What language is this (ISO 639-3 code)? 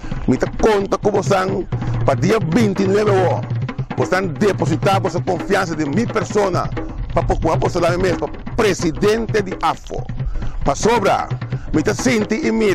pap